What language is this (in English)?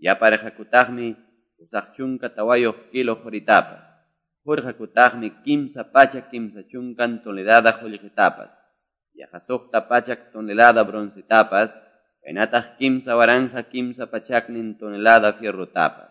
Quechua